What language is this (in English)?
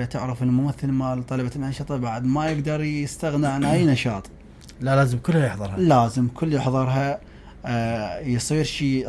Mesopotamian Arabic